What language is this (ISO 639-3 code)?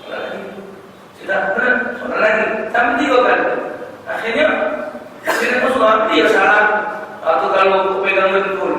mui